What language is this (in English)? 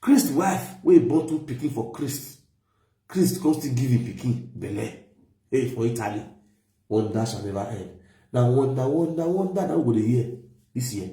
Nigerian Pidgin